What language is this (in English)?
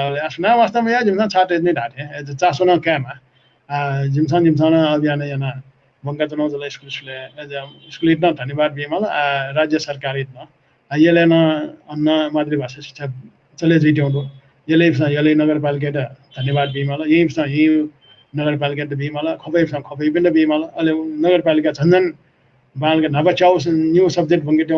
Newari